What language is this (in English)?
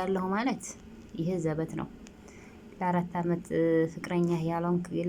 Amharic